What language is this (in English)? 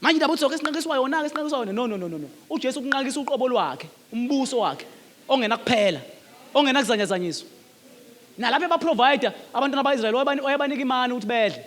Zulu